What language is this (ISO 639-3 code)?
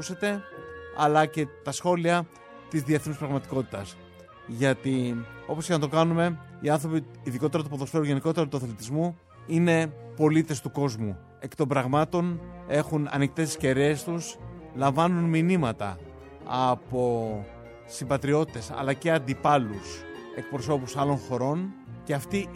ell